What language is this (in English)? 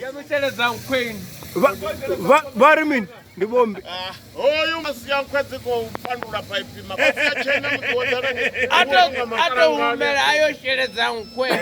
Venda